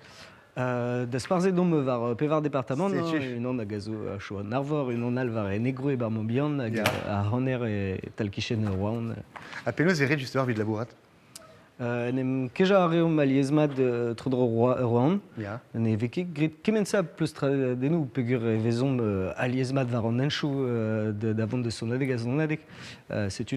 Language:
Breton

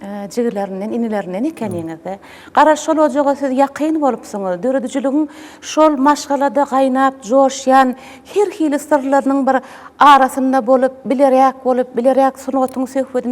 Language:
Turkmen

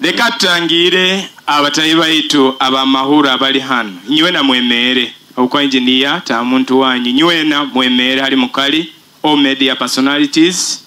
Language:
Nyoro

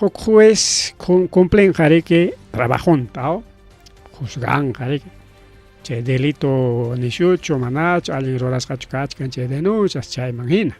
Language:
Ayacucho Quechua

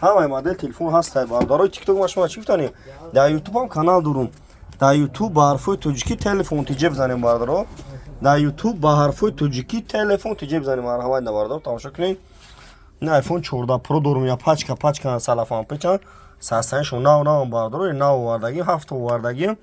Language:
Tajik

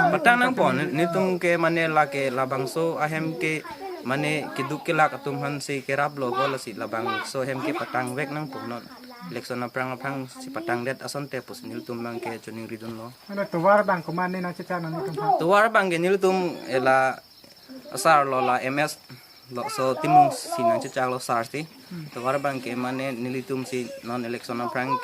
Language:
Karbi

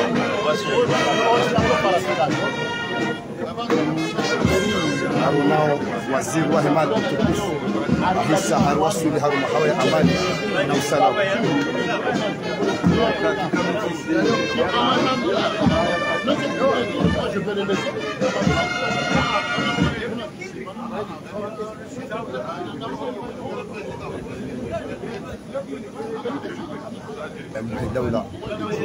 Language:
Swahili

